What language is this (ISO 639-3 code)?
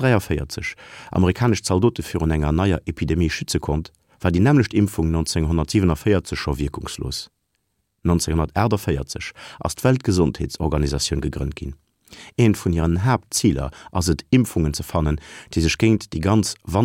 ltz